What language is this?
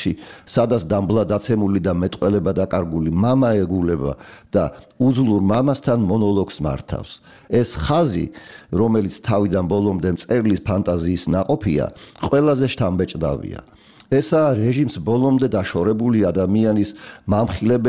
Georgian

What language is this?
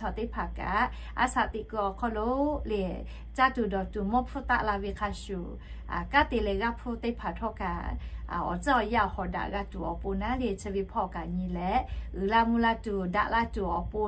Lahu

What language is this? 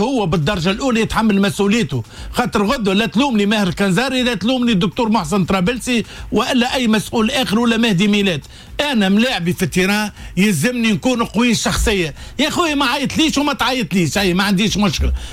Tunisian Arabic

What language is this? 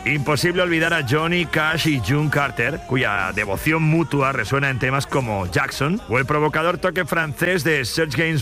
Spanish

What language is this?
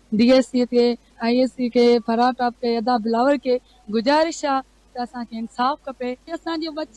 Sindhi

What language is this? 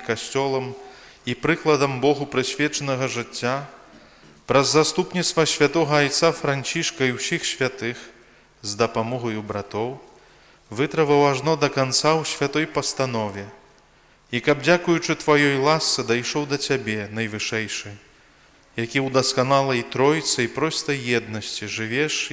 Belarusian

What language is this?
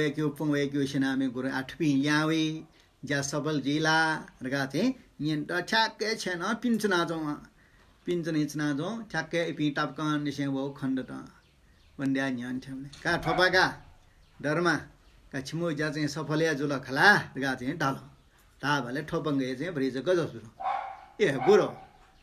Newari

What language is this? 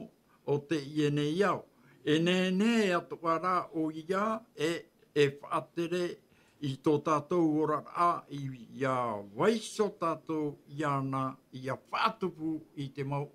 Tahitian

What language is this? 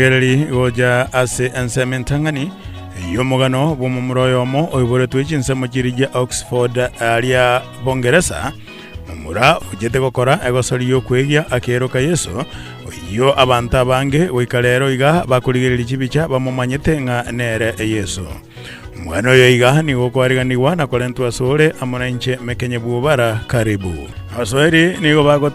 Gusii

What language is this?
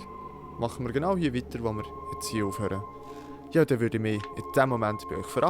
Swiss German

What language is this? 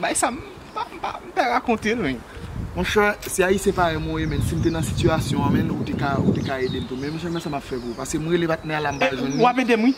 Haitian Creole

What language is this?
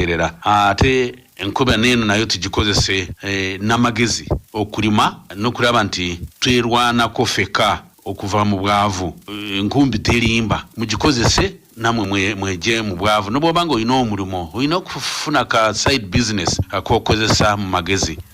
Ganda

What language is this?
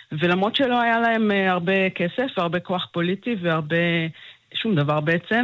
Hebrew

